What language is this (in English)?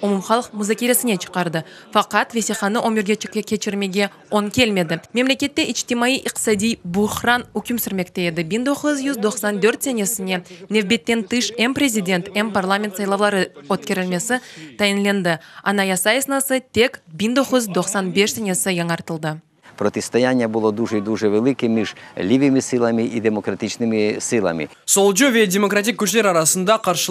Crimean Tatar